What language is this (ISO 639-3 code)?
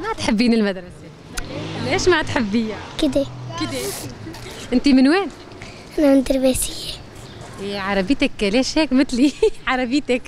apc